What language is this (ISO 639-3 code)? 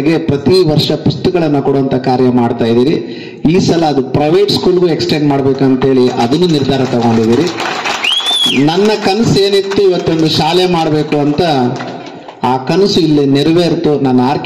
kan